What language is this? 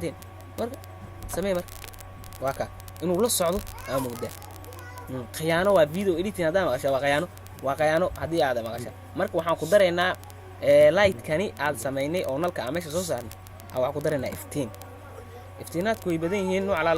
Somali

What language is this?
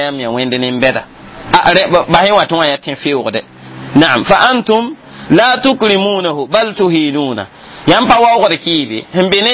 Mossi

